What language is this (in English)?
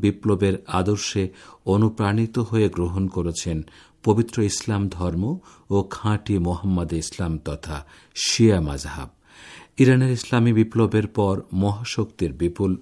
Bangla